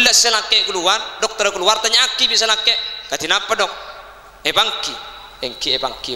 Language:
Madurese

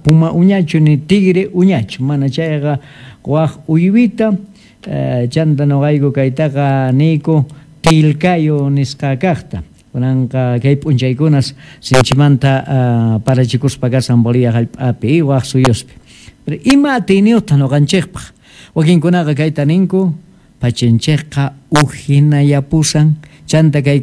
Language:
South Bolivian Quechua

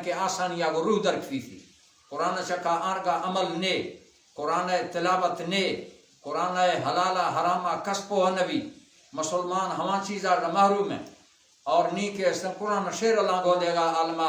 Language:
Baluchi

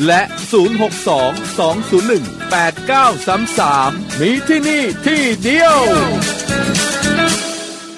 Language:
Thai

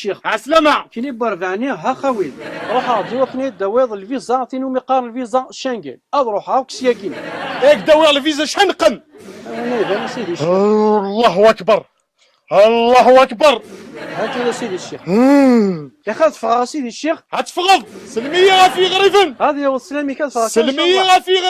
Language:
Kabyle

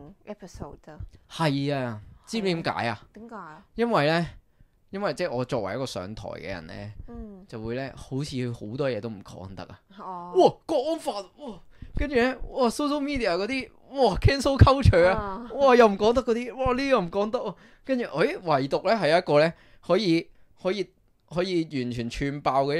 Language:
Cantonese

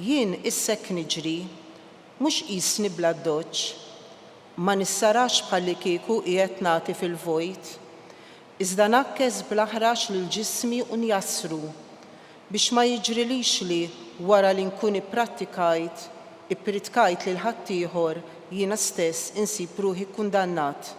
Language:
Maltese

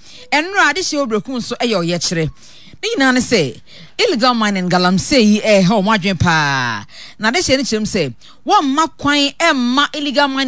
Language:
Akan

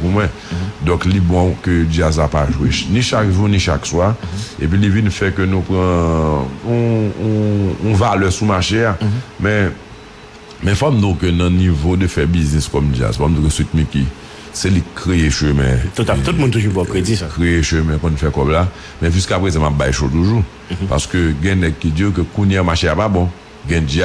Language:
Haitian Creole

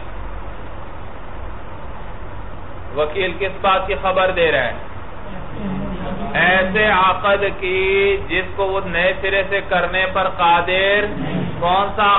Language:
Urdu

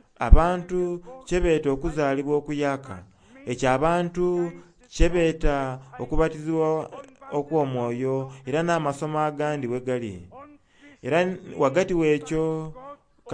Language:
Soga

